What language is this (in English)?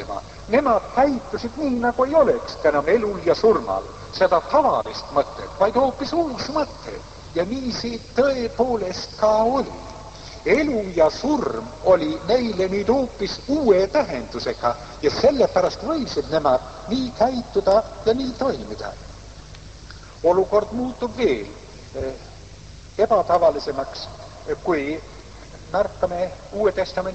Estonian